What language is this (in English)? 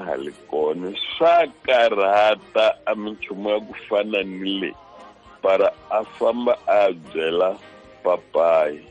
Tsonga